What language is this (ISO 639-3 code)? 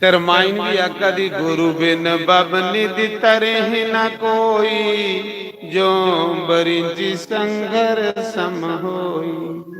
doi